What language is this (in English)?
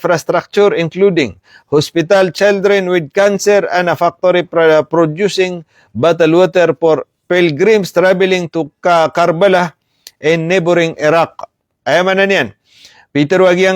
Maranao